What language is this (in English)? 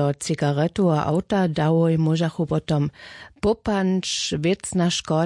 Upper Sorbian